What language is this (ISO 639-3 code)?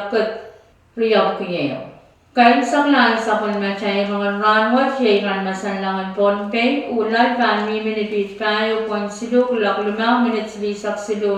pon